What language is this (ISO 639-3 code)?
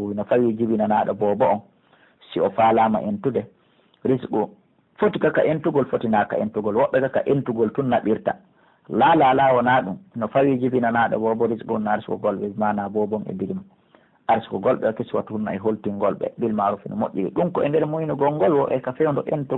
fuf